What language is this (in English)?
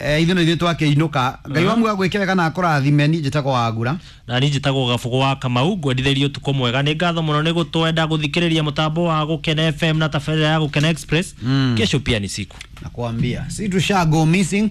Kikuyu